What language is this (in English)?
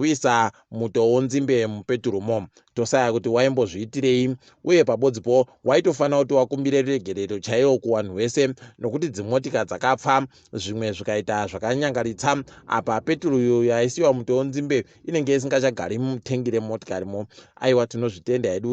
Ndau